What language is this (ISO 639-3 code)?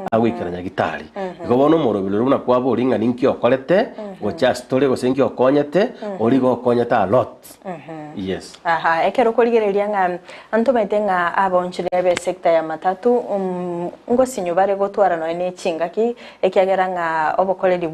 guz